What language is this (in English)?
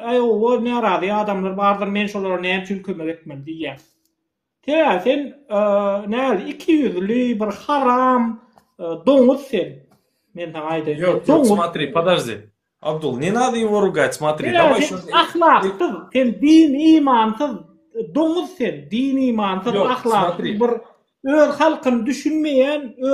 Turkmen